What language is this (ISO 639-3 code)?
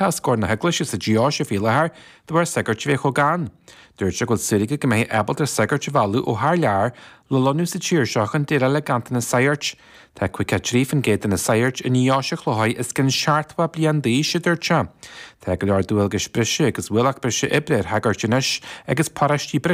gle